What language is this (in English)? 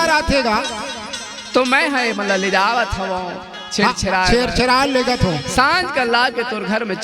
Chhattisgarhi